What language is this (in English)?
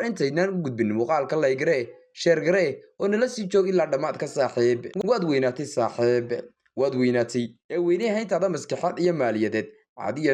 Somali